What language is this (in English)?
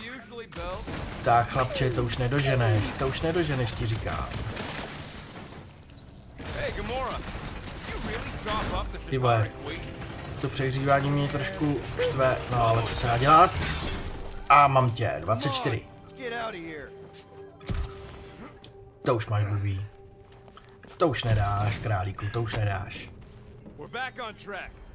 Czech